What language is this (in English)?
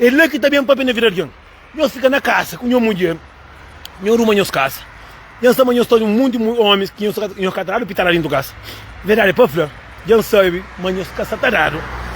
Kabuverdianu